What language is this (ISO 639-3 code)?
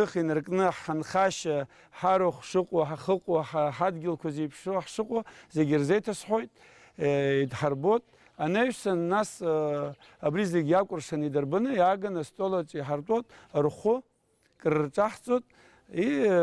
abk